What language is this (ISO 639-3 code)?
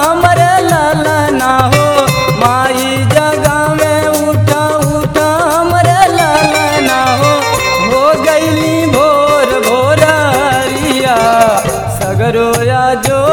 bho